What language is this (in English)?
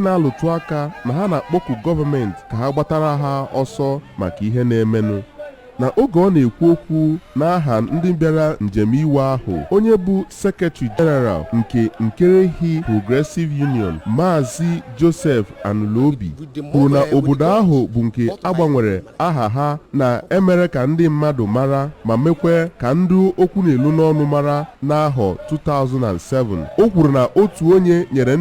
Igbo